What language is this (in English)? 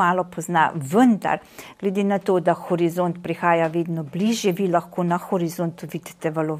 Slovenian